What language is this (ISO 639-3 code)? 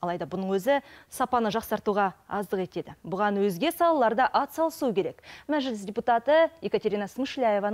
kaz